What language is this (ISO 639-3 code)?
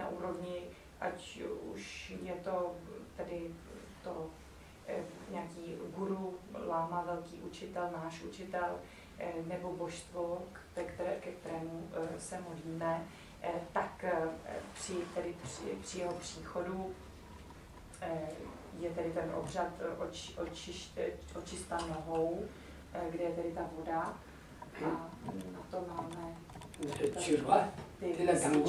ces